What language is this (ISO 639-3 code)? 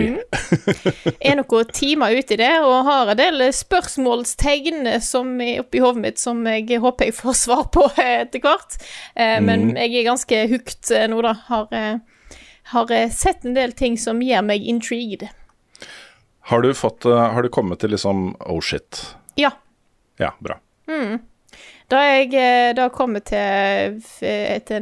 nor